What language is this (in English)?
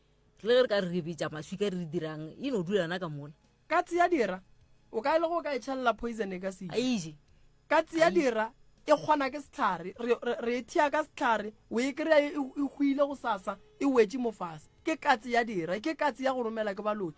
Northern Sotho